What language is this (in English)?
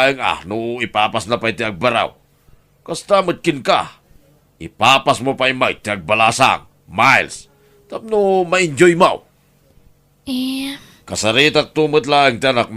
Iloko